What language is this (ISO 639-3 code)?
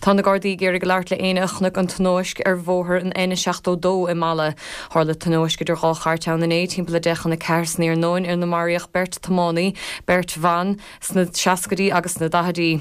gle